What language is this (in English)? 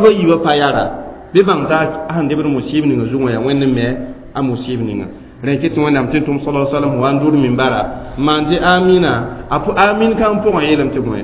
Mossi